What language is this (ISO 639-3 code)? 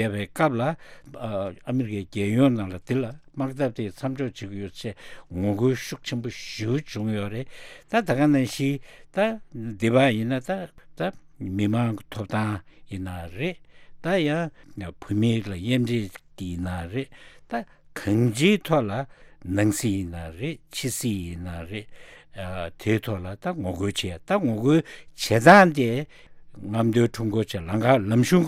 bod